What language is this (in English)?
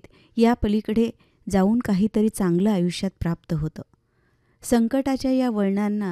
Marathi